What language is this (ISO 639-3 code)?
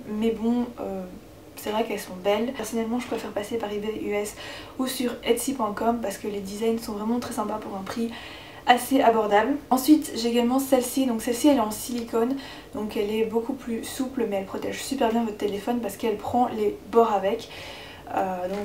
fra